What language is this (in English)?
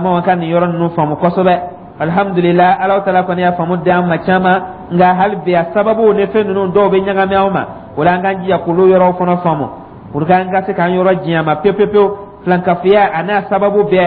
Dyula